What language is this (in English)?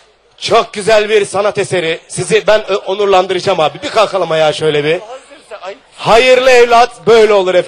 Turkish